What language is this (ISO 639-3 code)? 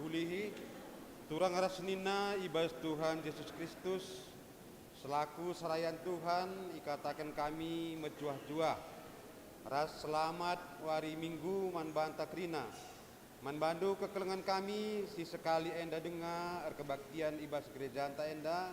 btx